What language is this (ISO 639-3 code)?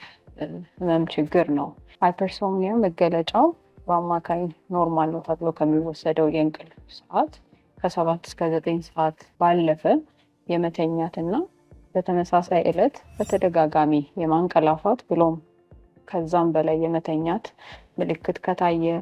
amh